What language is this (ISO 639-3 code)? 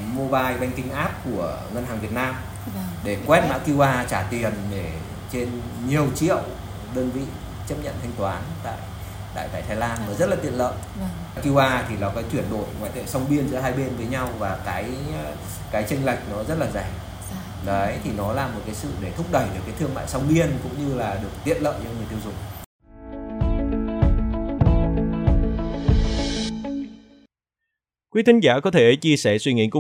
vie